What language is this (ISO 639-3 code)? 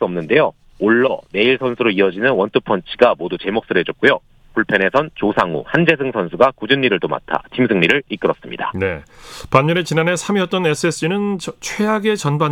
kor